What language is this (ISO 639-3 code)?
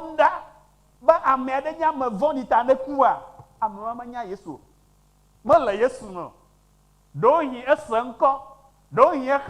ewe